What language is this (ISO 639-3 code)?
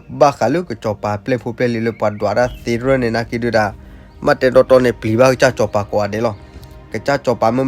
ksw